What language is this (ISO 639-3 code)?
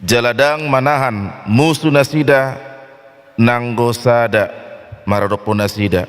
bbc